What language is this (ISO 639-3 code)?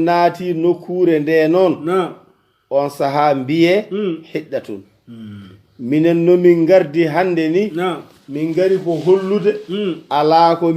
ful